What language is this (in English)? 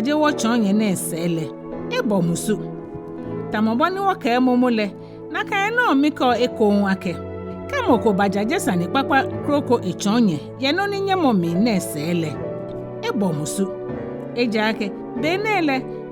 Ga